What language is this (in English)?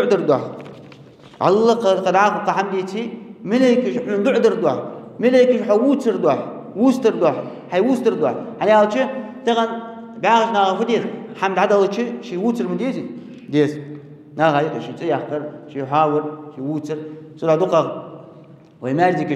Ingush